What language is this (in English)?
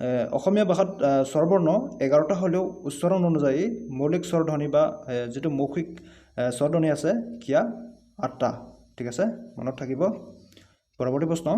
Assamese